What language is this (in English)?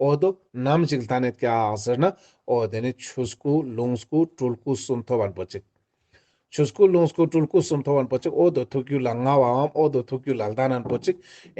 Ladakhi